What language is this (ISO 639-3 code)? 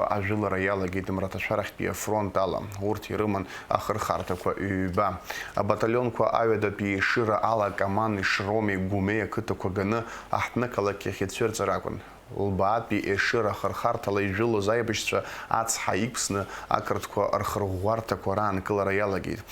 abk